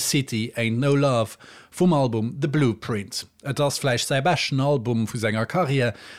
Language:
Luxembourgish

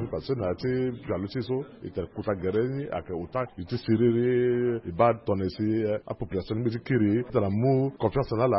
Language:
Sango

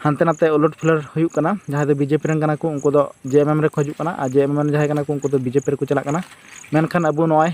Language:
Santali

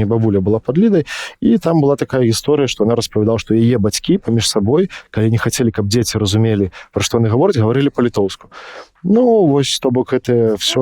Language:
Belarusian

